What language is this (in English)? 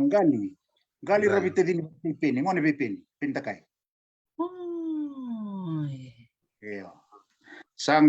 Fijian